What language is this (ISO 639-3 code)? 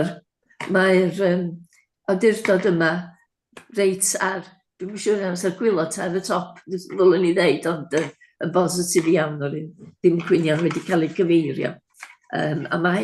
cym